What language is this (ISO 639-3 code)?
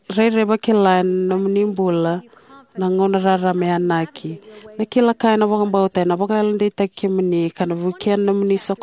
fij